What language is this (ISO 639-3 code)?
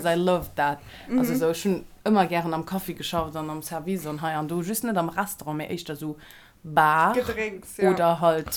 ltz